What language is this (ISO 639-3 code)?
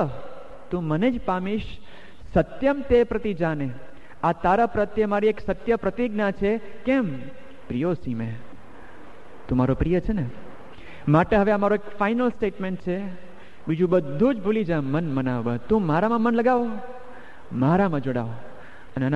guj